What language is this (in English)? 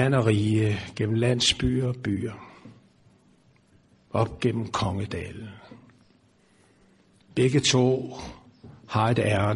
Danish